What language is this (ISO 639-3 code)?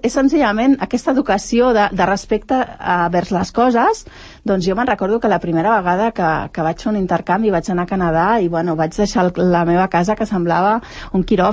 cat